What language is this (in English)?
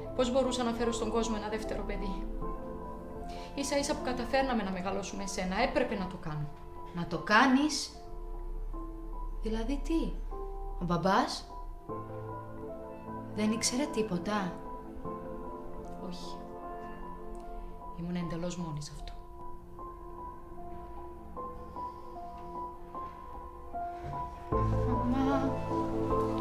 Greek